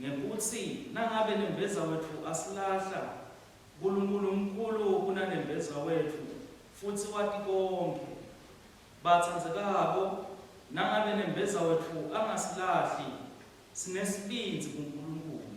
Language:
Swati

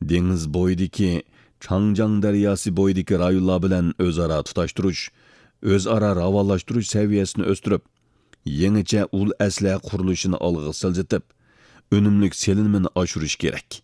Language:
Uyghur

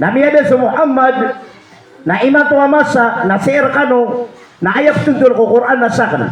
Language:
Maranao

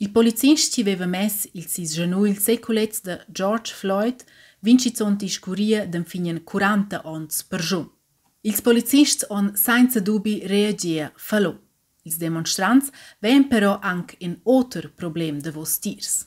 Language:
Romansh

